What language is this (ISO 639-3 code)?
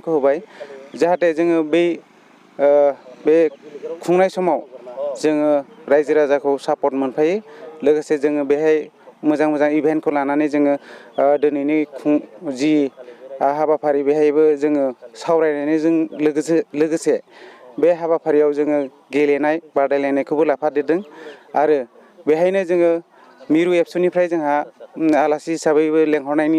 brx